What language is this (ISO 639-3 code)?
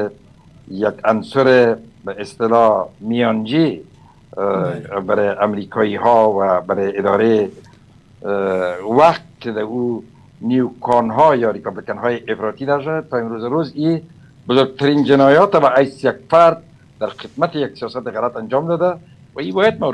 fas